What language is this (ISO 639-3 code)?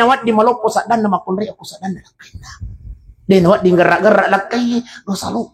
bug